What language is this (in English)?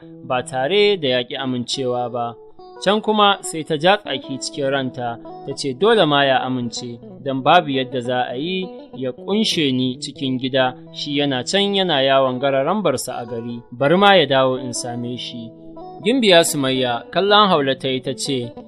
Hausa